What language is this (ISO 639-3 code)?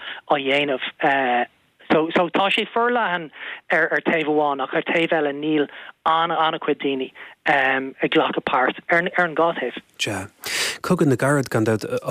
gle